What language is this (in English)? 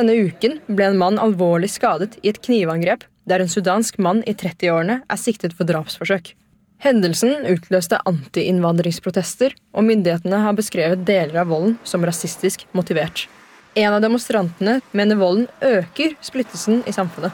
Norwegian